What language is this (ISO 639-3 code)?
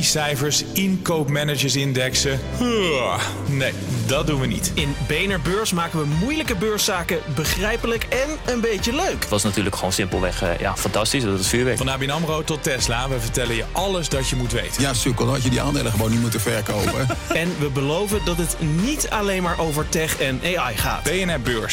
nld